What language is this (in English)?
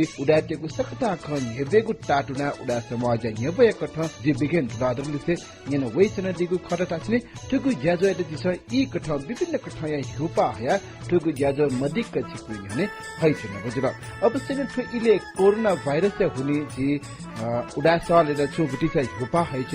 Newari